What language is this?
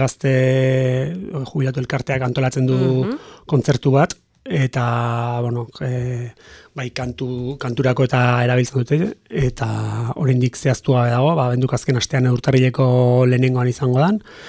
Basque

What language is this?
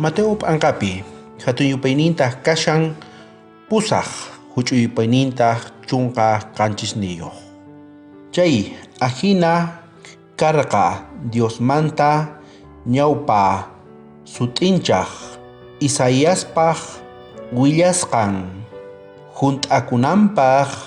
South Bolivian Quechua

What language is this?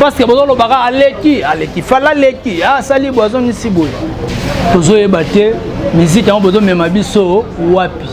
Lingala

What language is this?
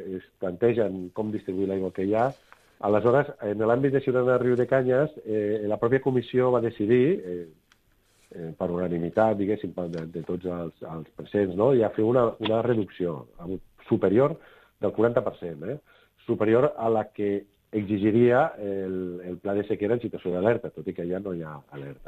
Catalan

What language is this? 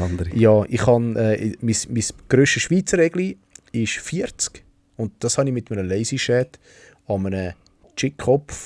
Swiss German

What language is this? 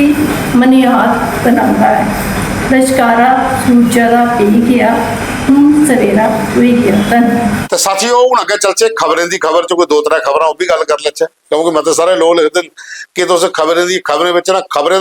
Dogri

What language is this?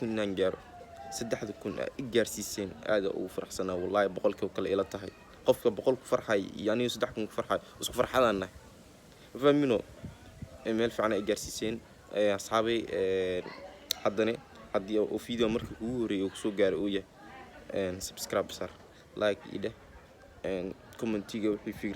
Somali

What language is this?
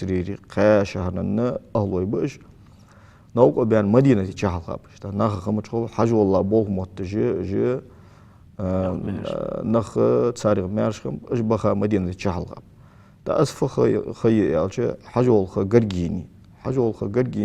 Ingush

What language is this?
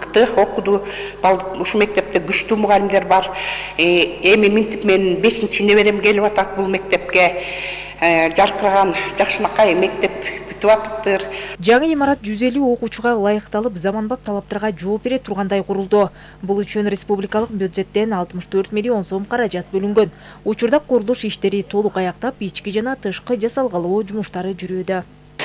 Kyrgyz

